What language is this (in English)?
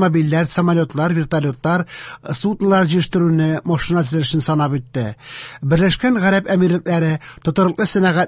Tatar